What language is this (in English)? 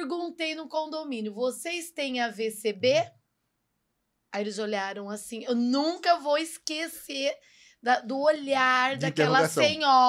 Portuguese